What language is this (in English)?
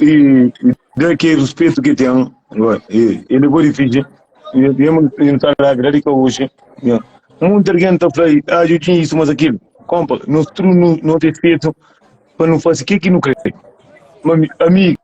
Kabuverdianu